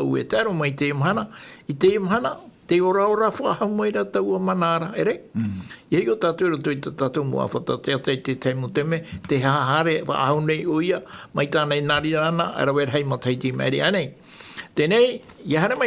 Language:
Tahitian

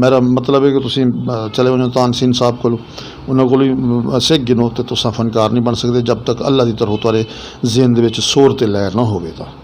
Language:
Saraiki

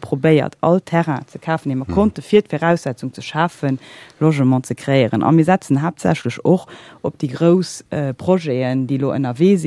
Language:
Luxembourgish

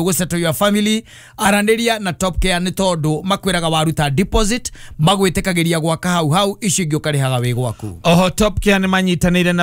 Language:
Kikuyu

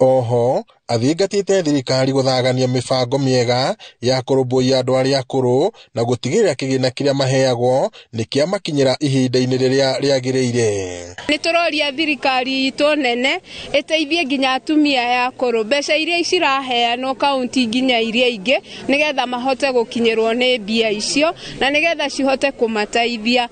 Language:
Kikuyu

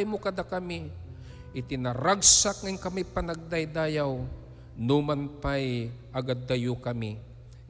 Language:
Iloko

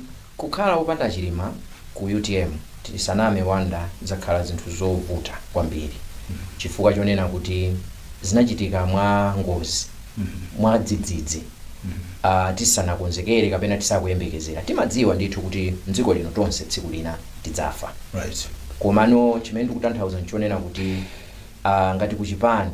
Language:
Nyanja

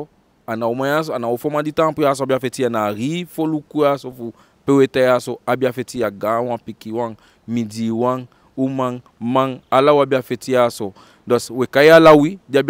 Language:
Eastern Maroon Creole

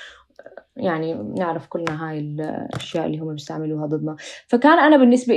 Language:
North Levantine Arabic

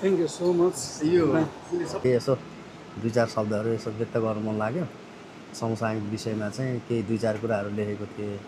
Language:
Nepali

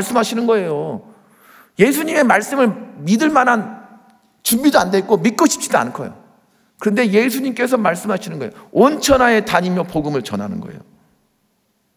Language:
Korean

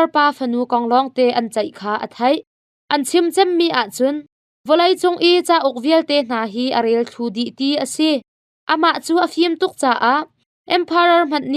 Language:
Hakha Chin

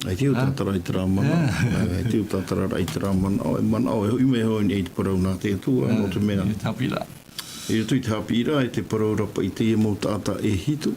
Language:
Tahitian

